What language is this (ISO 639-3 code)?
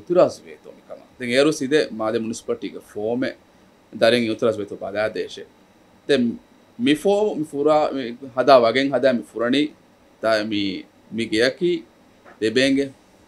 div